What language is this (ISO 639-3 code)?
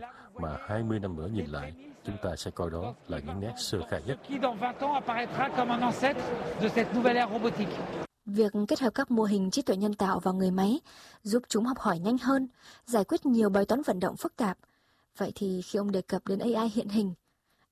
vie